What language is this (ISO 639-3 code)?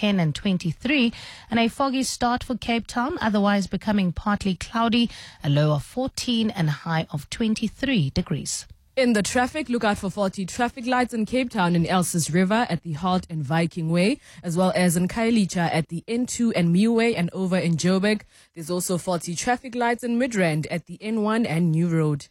eng